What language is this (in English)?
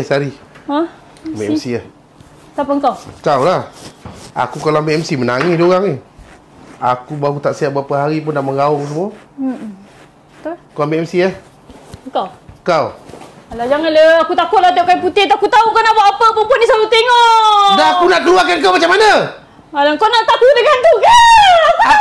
Malay